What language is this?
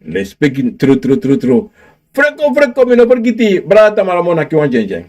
Sranan Tongo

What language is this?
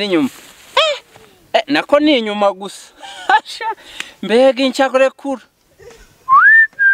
Kinyarwanda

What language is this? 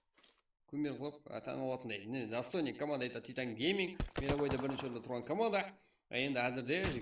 Kara-Kalpak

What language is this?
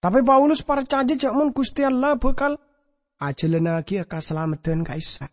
Madurese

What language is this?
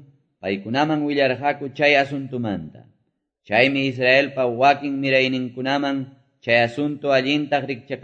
Quechua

